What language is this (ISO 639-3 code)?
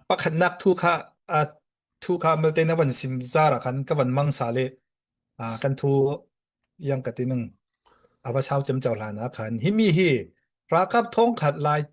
cfm